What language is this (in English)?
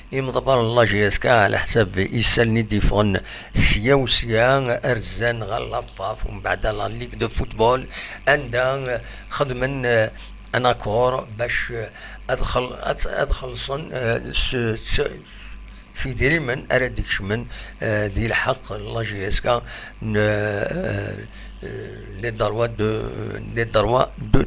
Kabyle